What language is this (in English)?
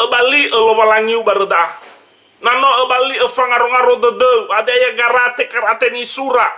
Nias